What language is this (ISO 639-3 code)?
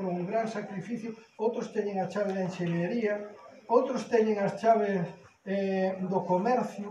glg